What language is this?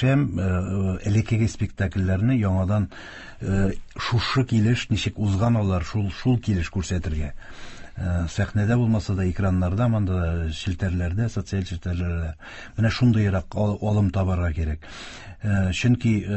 Tatar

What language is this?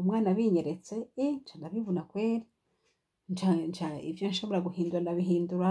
Rundi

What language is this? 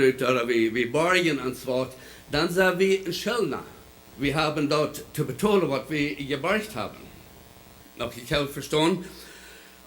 Plautdietsch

